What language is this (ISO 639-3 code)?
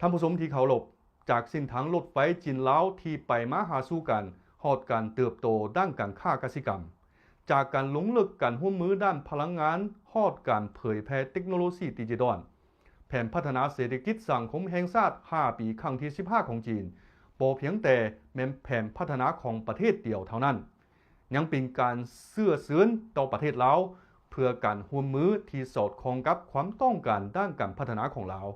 lao